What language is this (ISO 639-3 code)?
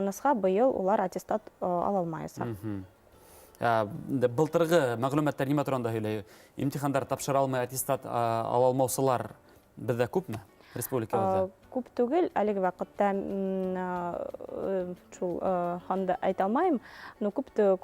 bak